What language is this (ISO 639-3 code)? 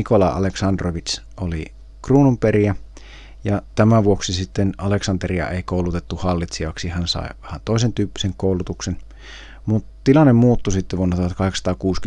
fin